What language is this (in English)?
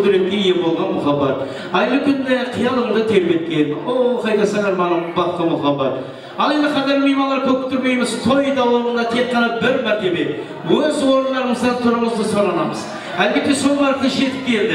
Kara-Kalpak